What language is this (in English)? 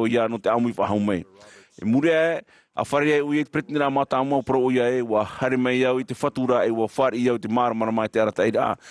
Tahitian